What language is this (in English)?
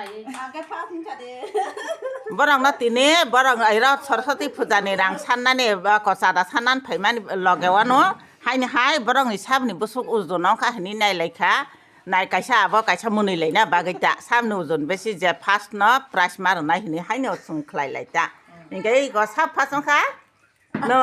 Kok Borok